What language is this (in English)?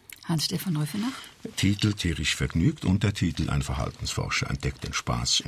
German